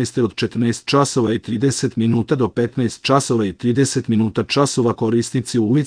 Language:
Serbian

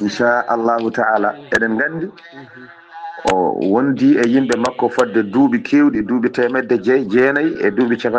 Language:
Fula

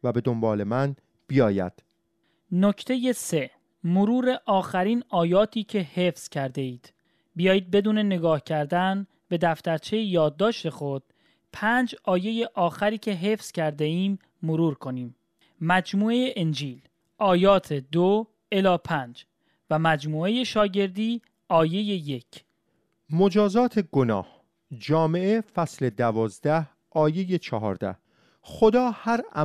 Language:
Persian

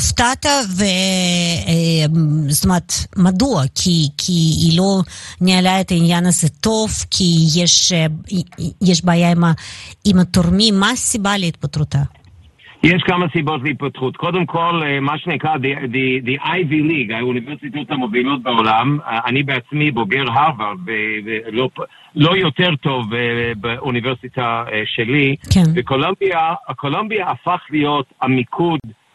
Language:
Hebrew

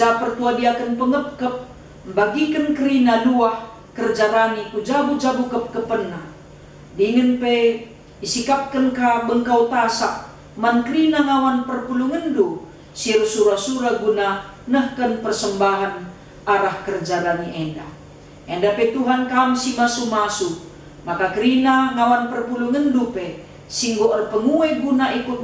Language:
Batak Karo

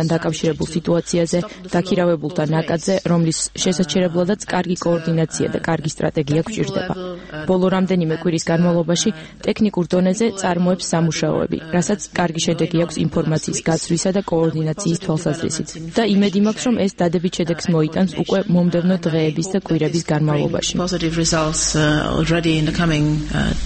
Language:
Georgian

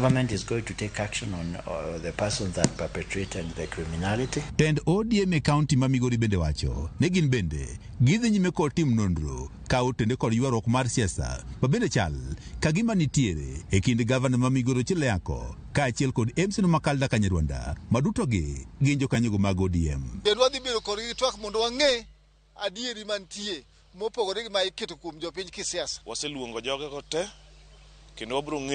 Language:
Luo (Kenya and Tanzania)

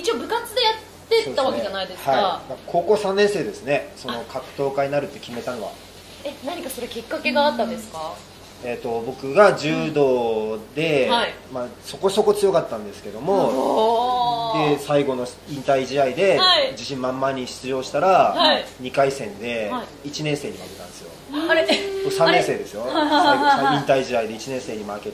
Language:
Japanese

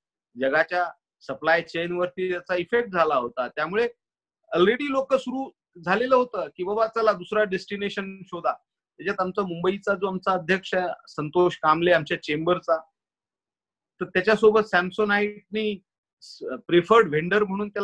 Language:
Marathi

